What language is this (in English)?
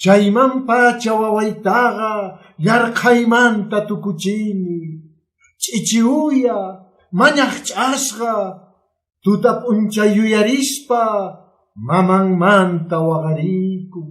Quechua